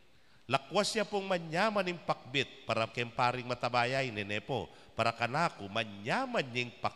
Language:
Pampanga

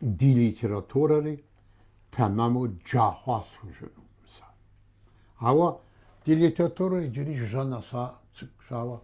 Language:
Kabardian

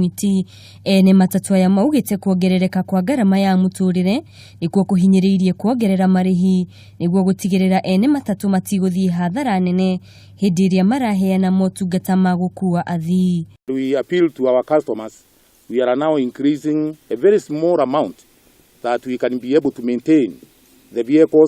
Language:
Kikuyu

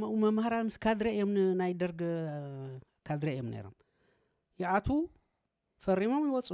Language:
Tigrinya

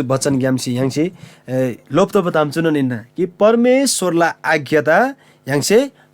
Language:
Eastern Tamang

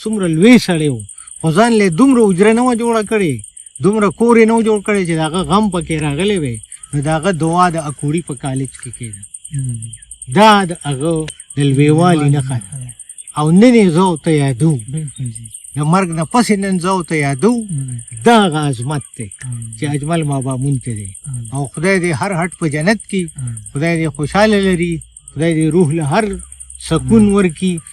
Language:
Pashto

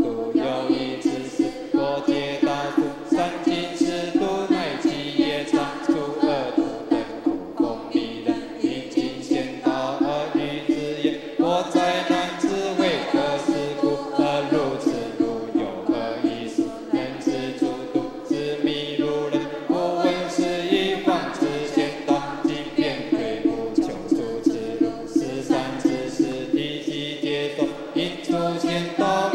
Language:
Chinese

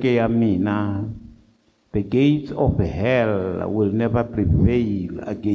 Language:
Tsonga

